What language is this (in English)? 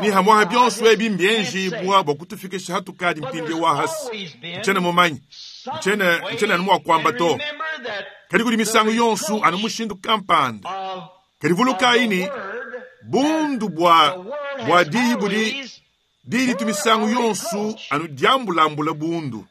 Luba-Lulua